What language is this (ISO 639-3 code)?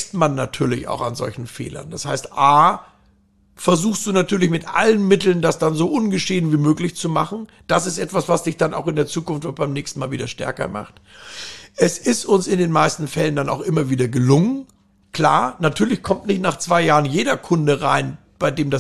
deu